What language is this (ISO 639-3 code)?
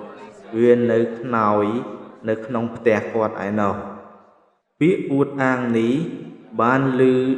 khm